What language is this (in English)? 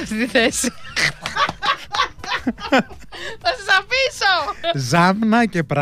Greek